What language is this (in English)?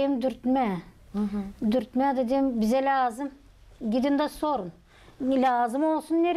Gagauz